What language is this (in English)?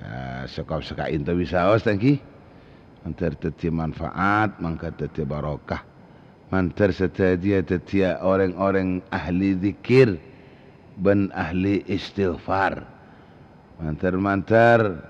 Madurese